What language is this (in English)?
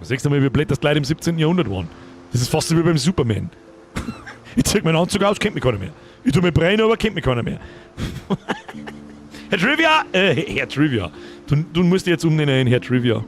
Bavarian